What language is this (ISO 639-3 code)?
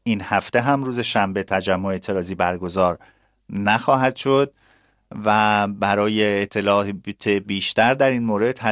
fas